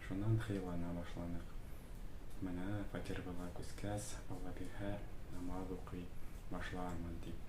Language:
Bashkir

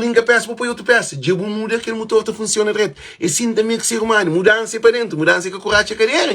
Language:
Kabuverdianu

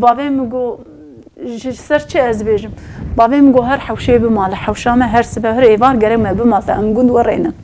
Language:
Kurdish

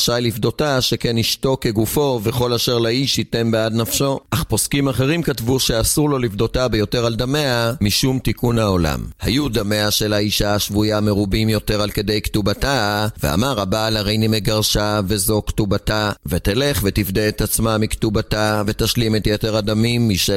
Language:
Hebrew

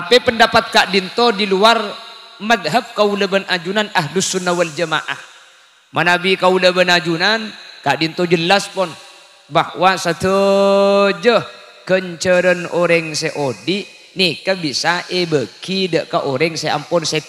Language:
Madurese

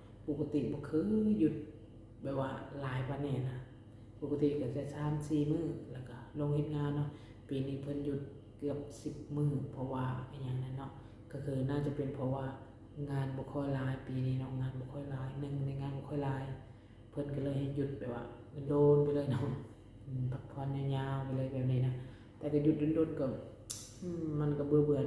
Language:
Lao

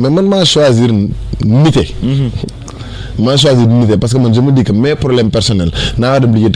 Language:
Wolof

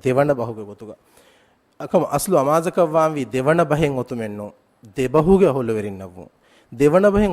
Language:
Divehi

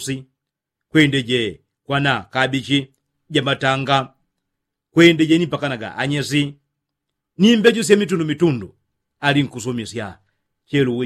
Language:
Yao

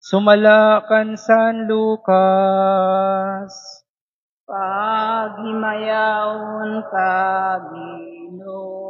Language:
Waray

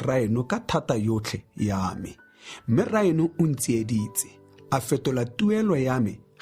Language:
Tswana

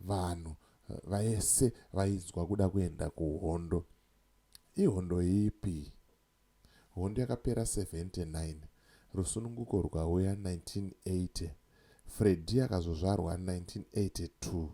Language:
Shona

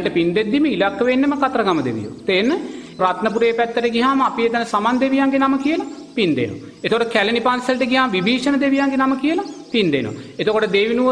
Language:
Sinhala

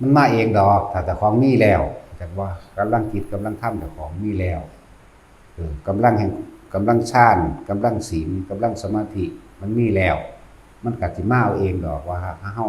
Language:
Northeastern Thai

